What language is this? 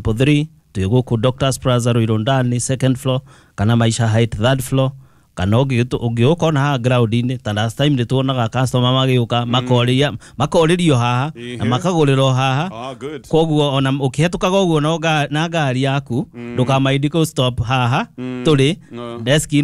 Kikuyu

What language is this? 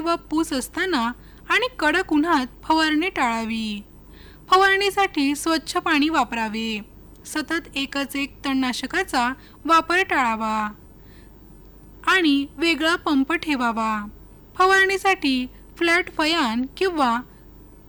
Marathi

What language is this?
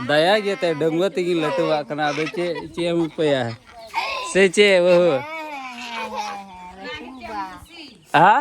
Santali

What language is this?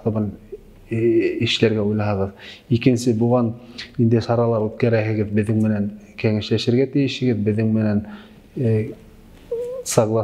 Bashkir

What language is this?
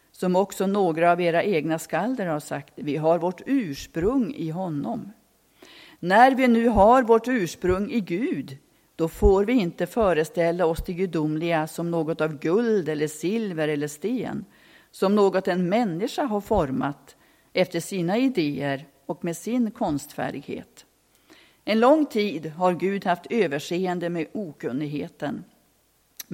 Swedish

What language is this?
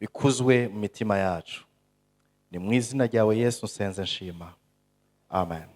Rundi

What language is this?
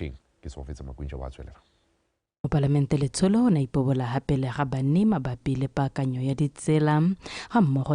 Tswana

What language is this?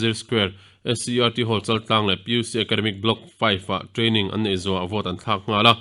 Mizo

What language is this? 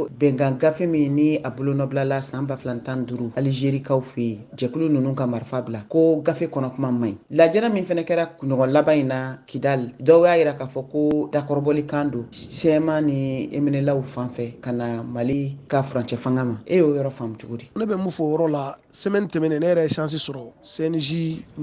Bambara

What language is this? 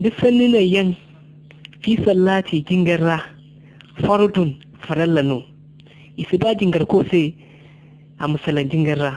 Zarma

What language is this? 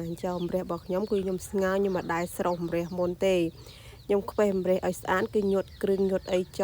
Khmer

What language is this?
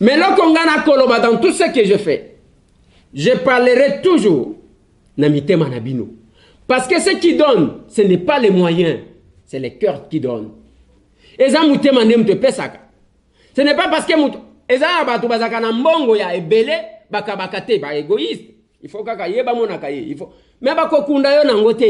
Lingala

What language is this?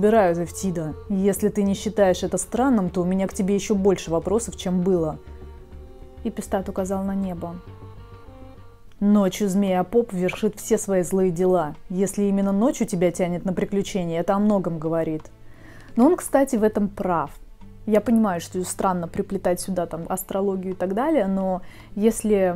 Russian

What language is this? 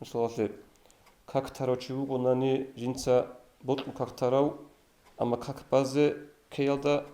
Avaric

